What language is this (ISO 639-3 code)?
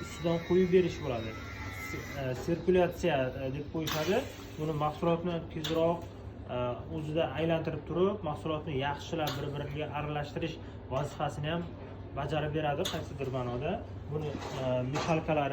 uzb